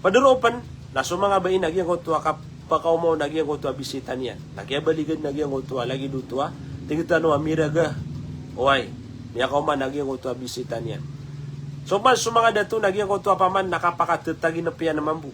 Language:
Maranao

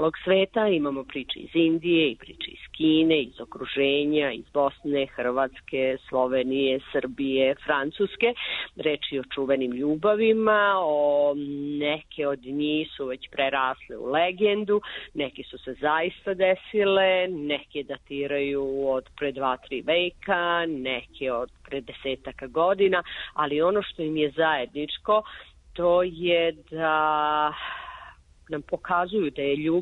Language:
Serbian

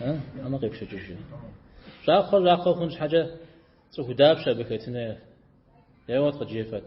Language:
Kabardian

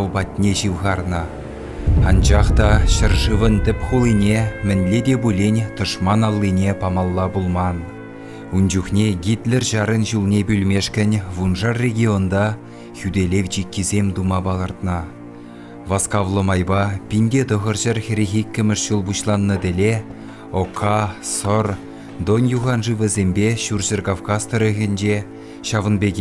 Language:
Chuvash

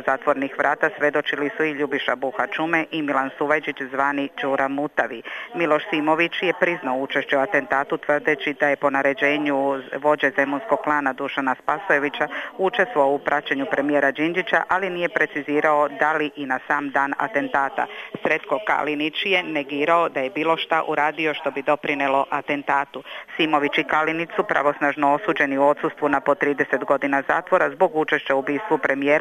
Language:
Serbian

